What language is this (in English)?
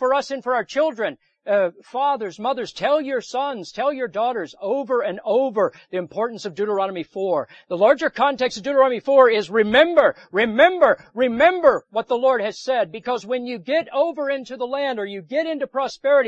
English